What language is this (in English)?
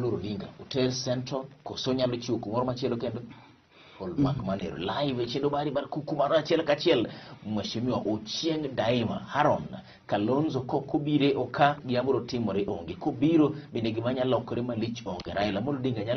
Luo (Kenya and Tanzania)